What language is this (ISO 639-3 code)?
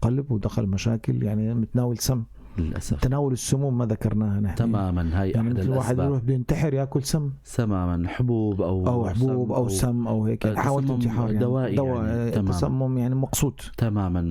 apc